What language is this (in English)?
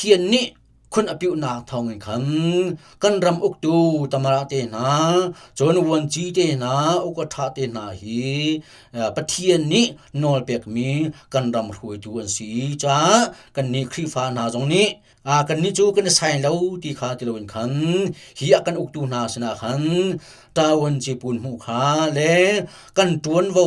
Hakha Chin